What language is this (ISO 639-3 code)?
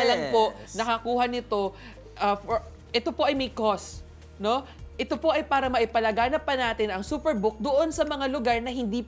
fil